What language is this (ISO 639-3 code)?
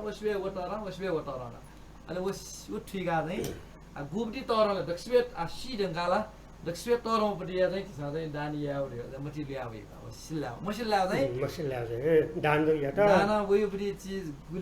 new